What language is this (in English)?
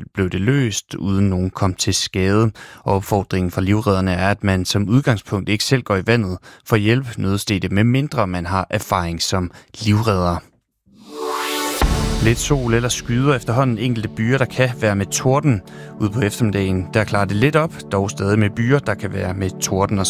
Danish